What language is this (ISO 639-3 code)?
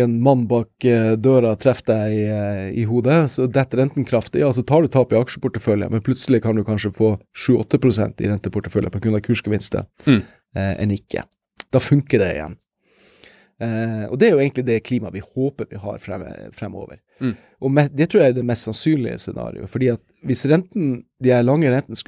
nor